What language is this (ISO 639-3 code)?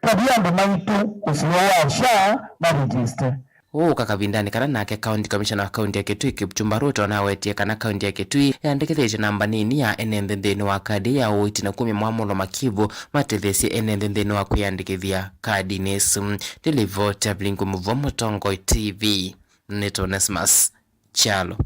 kam